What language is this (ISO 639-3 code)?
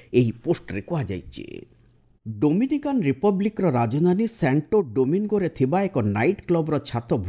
ori